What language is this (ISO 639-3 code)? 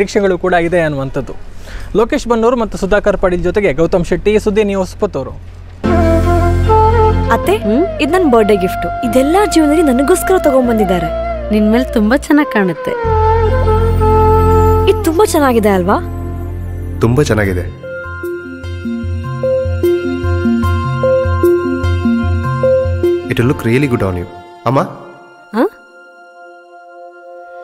kan